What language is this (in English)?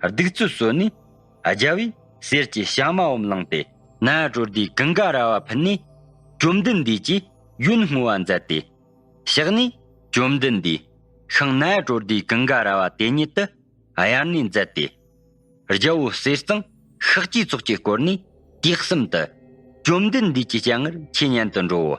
Tibetan